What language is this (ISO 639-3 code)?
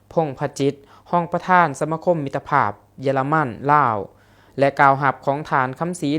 lao